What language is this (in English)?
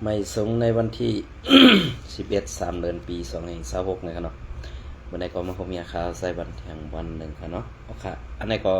Shan